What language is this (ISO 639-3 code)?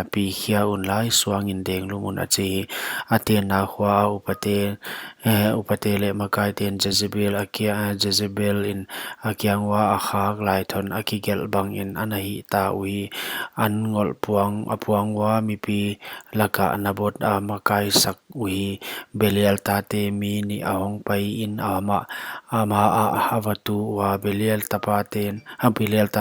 pck